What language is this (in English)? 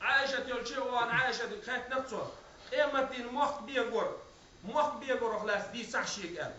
Chechen